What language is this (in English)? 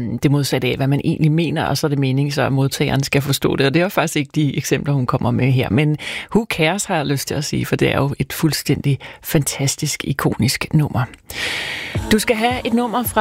Danish